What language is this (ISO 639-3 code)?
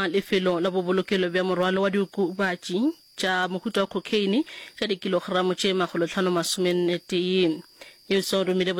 nso